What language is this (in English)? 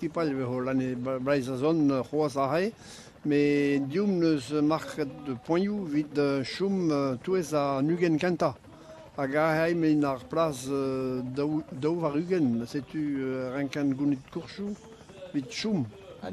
Breton